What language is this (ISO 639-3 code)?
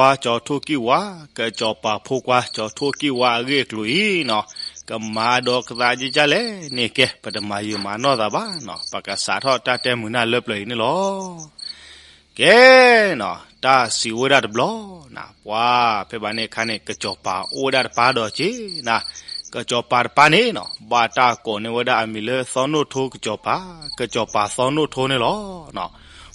ksw